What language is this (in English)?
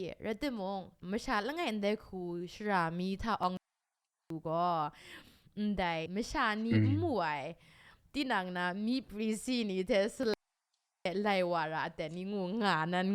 Kachin